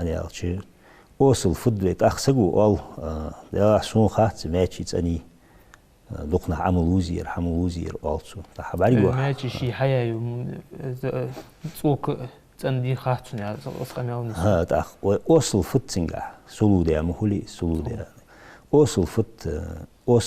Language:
Ingush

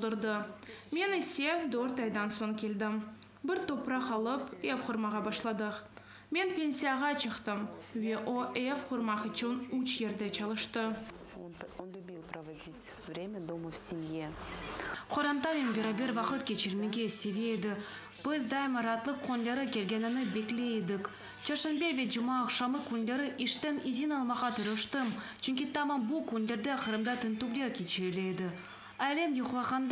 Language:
Crimean Tatar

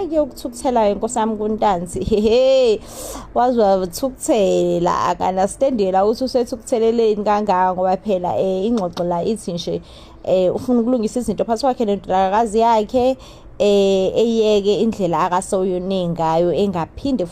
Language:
Zulu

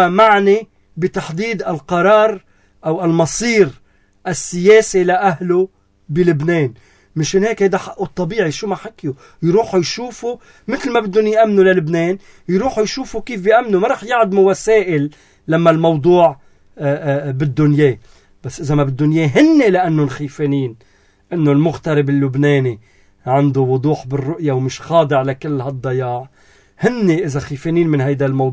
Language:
North Levantine Arabic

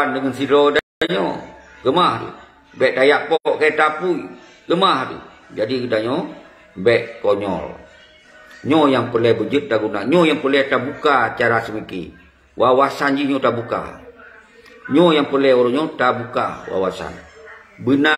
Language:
Achinese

